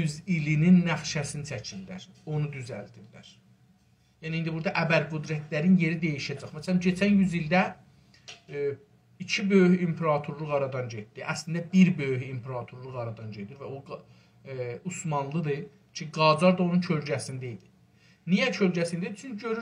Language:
South Azerbaijani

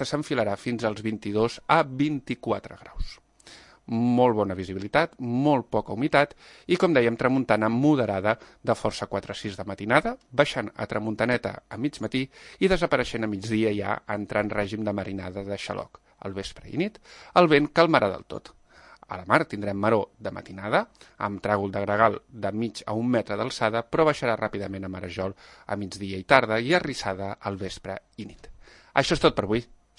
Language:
Catalan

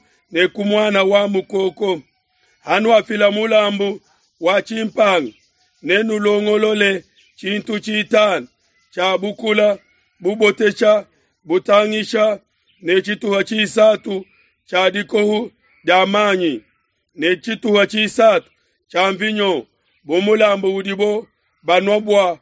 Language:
Luba-Lulua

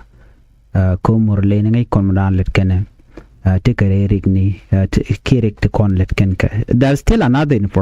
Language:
Nuer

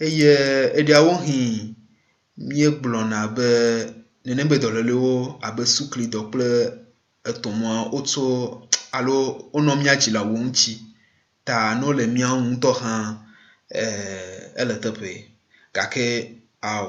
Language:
Ewe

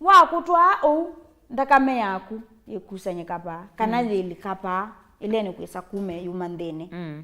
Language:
Kamba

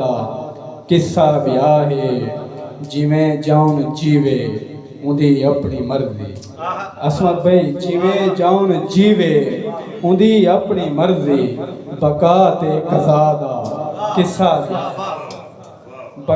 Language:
Saraiki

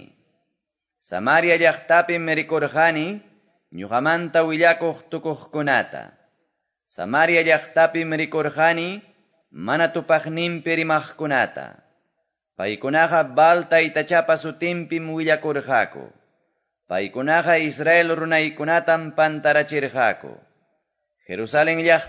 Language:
Quechua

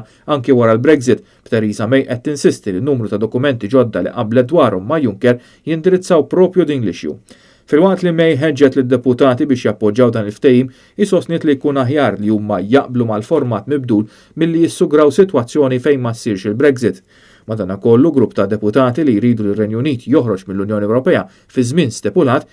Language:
Maltese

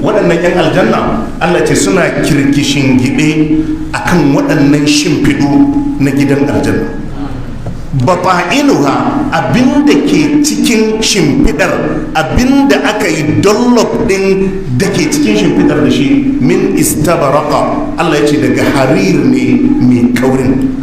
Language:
Hausa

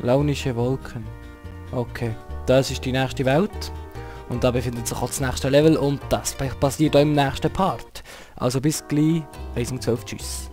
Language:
Swiss German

